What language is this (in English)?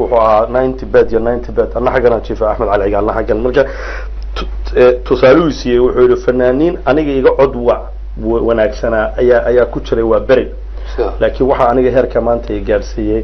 Somali